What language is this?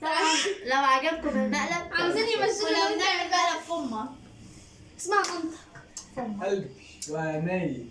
Egyptian Arabic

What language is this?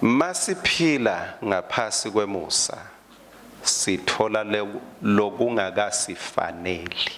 Swati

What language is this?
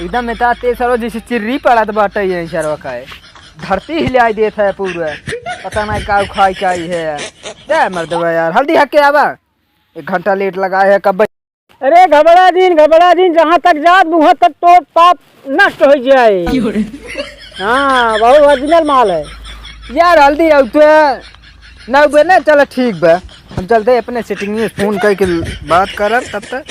Awadhi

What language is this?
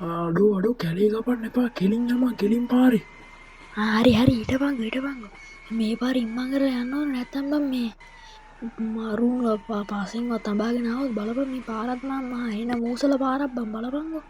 Sinhala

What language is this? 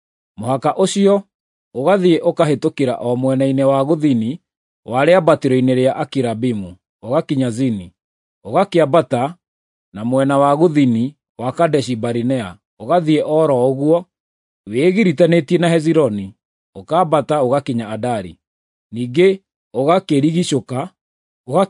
Kikuyu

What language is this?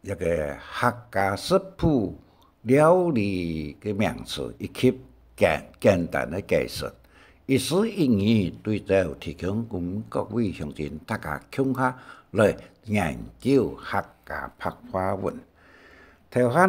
Hakka Chinese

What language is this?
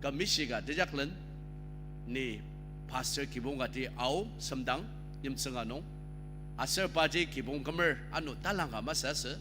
Ao Naga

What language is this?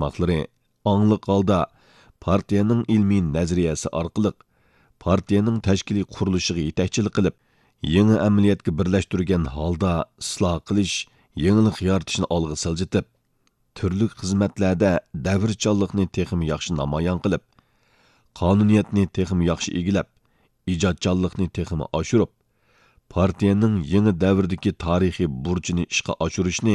Uyghur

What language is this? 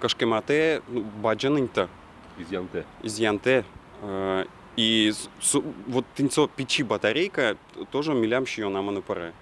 Udmurt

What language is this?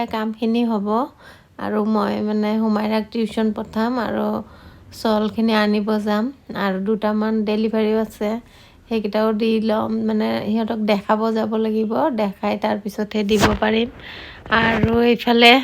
Assamese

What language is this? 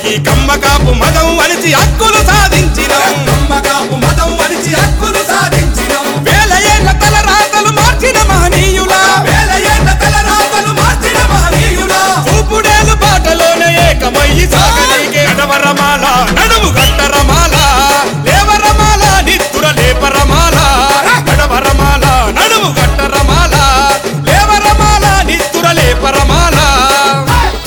Telugu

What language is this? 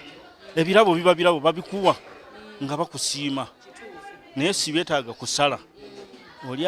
Ganda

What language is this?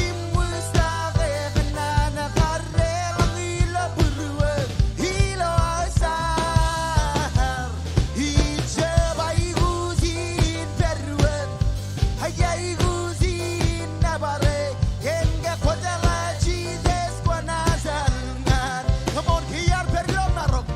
Marshallese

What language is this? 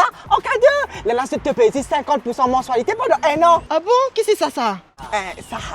Morisyen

